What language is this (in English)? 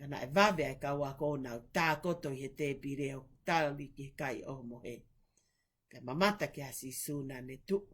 Tongan